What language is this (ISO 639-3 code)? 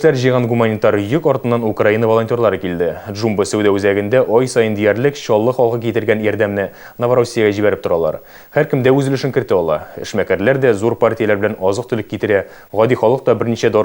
tat